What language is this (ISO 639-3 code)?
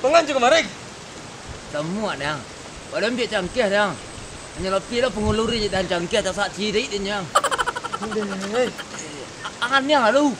min